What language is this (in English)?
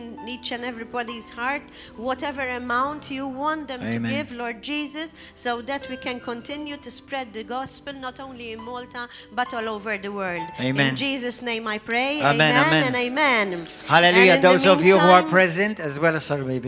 English